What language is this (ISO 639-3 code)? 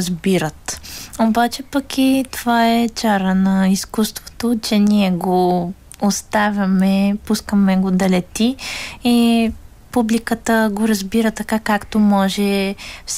bul